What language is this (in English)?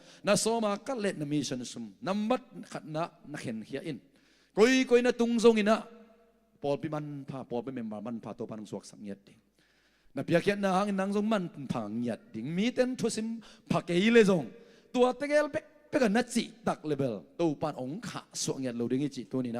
Tedim Chin